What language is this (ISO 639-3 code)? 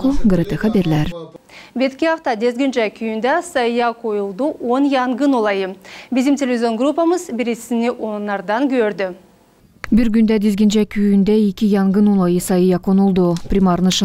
gag